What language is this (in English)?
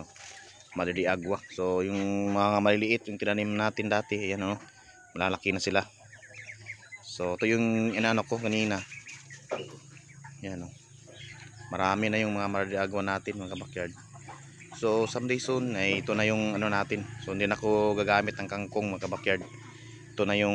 Filipino